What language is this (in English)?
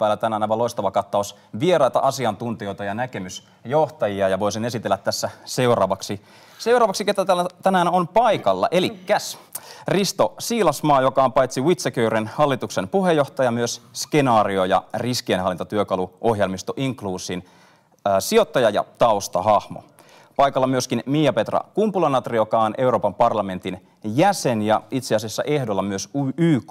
Finnish